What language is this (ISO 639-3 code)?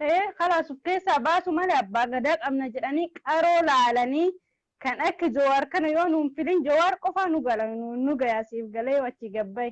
orm